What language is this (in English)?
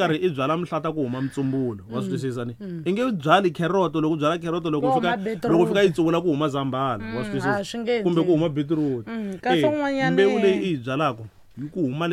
Tsonga